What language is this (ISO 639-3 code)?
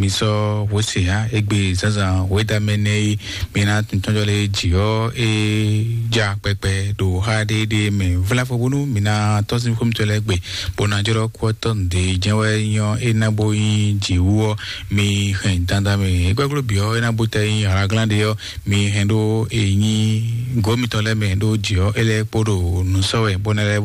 fon